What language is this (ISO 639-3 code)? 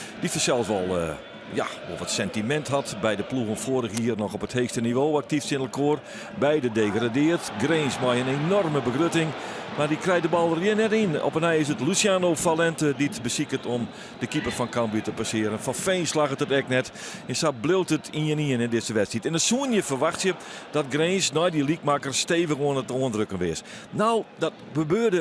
fry